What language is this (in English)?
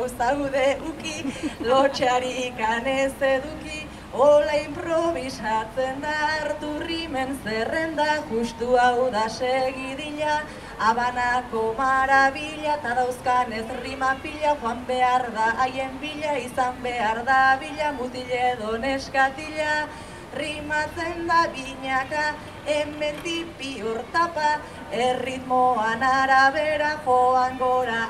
Basque